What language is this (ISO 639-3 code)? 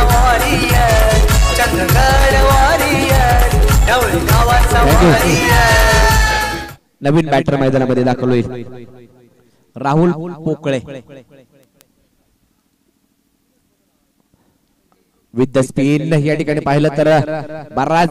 mar